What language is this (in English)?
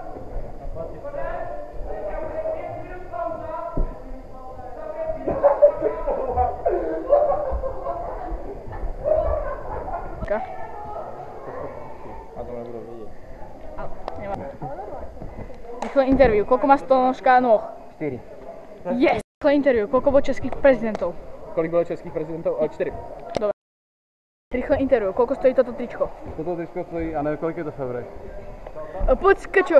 Slovak